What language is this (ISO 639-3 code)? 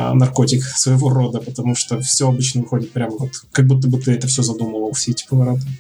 rus